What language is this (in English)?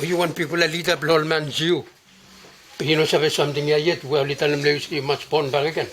Bislama